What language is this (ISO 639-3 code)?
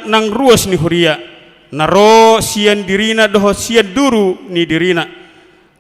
bbc